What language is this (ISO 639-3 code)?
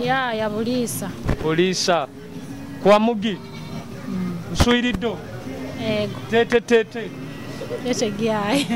nyo